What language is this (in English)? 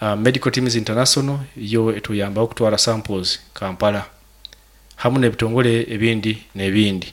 Nyoro